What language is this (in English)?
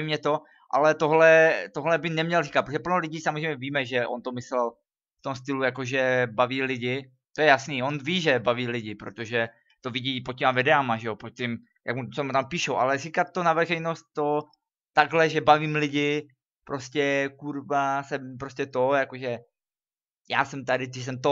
Czech